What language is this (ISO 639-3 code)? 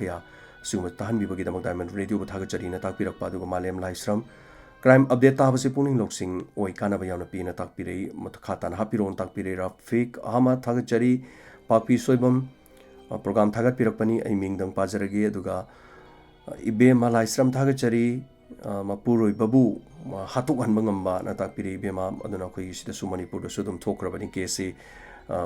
mni